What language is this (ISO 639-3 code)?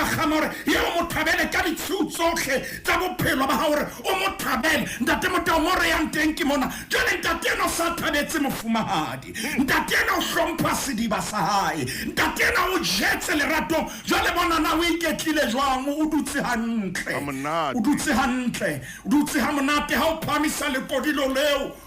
sot